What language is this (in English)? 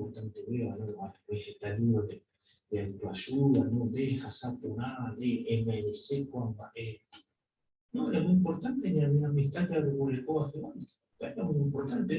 Guarani